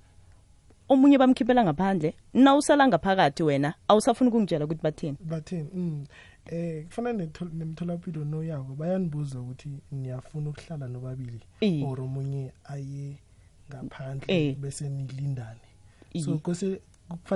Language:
South Ndebele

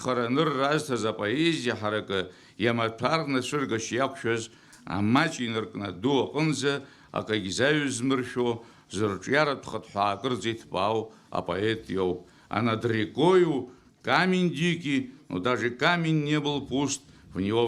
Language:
Abkhazian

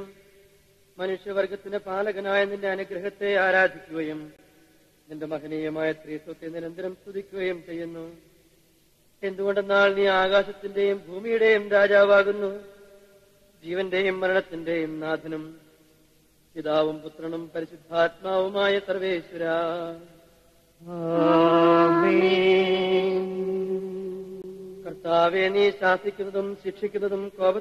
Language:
Malayalam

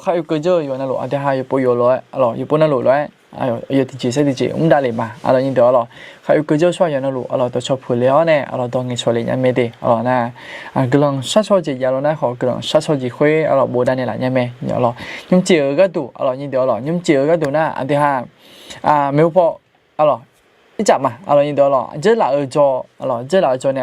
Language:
Akha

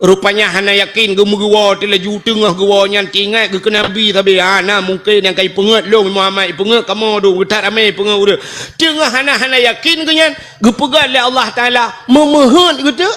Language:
Achinese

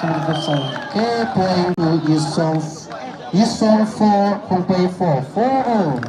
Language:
Tangkhul Naga (India)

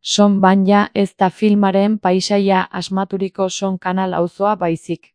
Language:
Basque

